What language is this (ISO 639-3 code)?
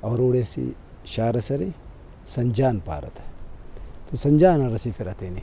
brh